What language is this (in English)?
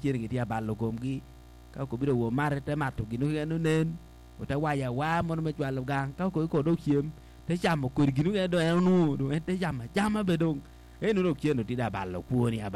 Acoli